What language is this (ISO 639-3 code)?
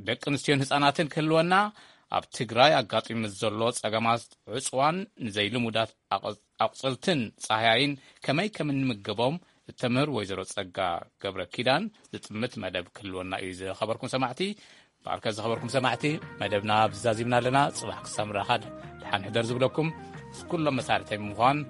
tir